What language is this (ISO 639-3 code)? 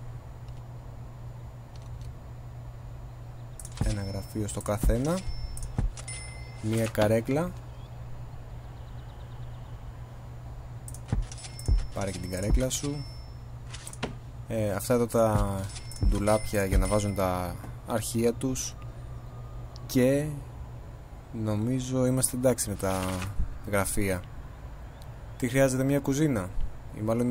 ell